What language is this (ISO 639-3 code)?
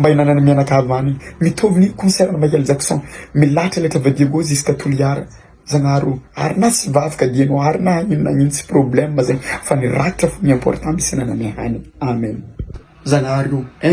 mlg